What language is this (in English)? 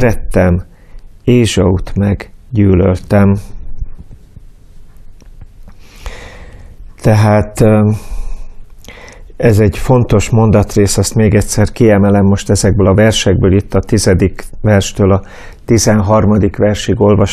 Hungarian